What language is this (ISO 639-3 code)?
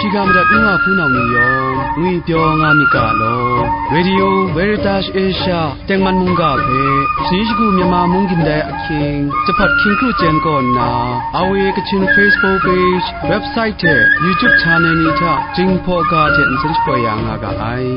kac